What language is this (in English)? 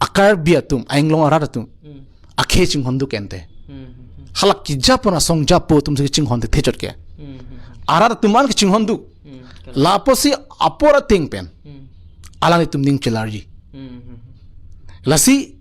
Karbi